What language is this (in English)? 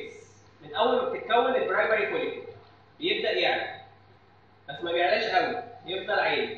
Egyptian Arabic